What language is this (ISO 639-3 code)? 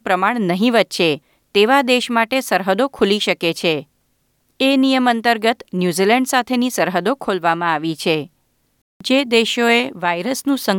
guj